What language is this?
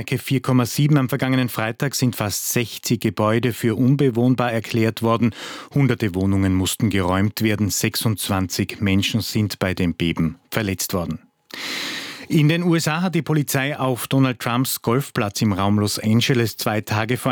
German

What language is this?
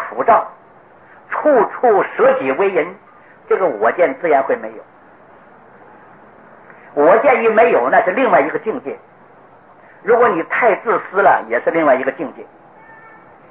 Chinese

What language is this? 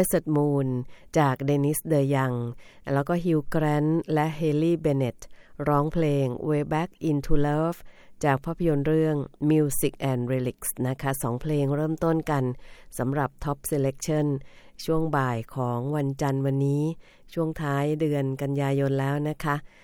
Thai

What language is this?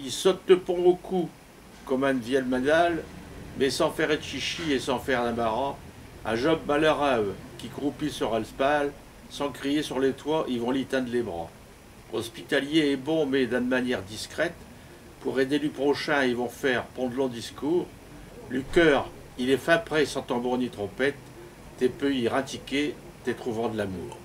Picard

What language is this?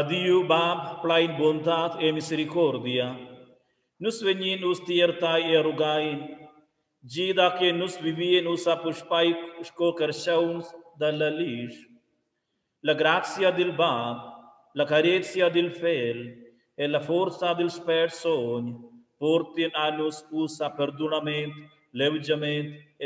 Romansh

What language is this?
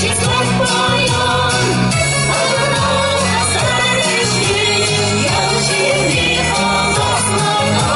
Chuvash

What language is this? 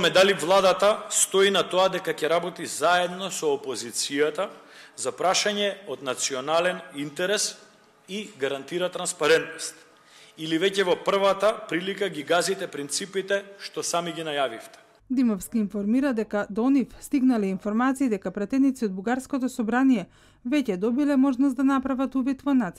Macedonian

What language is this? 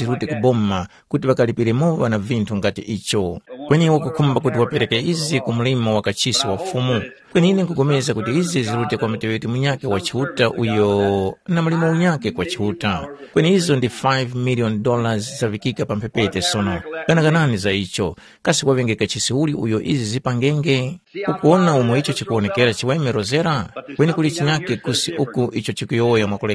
Tumbuka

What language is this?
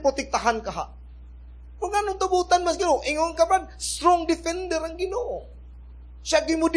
Cebuano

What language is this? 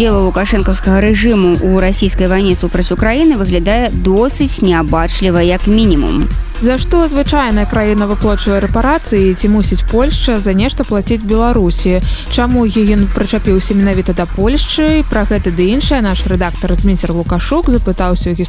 Belarusian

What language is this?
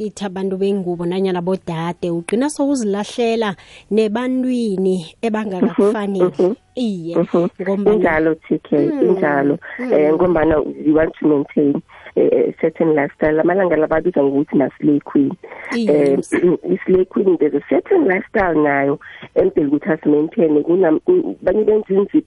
South Ndebele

